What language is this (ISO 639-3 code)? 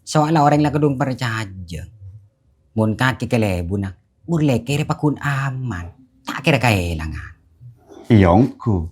mad